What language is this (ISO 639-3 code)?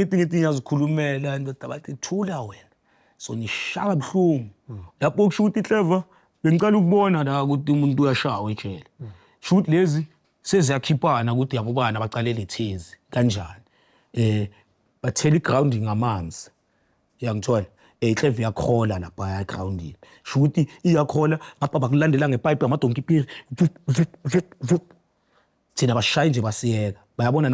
zul